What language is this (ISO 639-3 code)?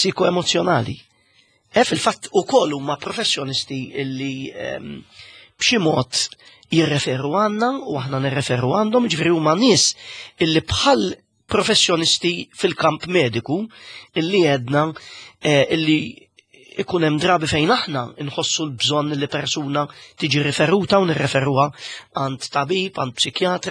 mlt